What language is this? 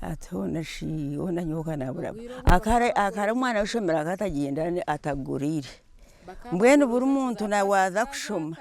Nyankole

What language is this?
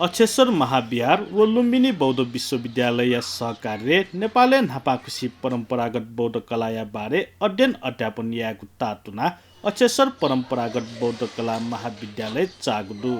Newari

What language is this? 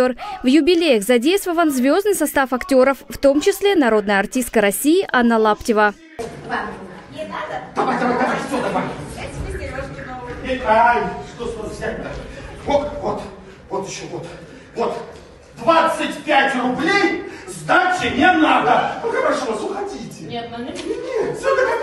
Russian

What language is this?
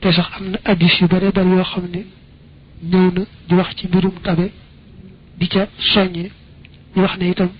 Wolof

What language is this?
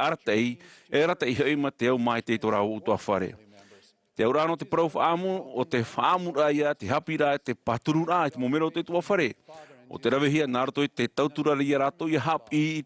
Tahitian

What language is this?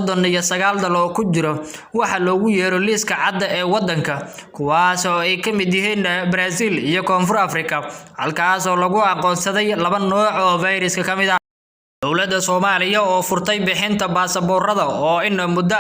Somali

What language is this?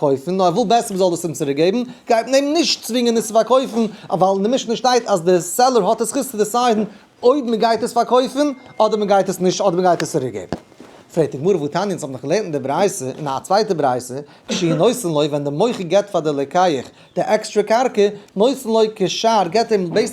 Yiddish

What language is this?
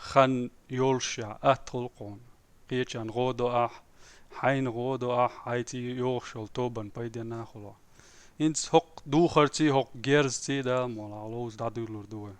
Chechen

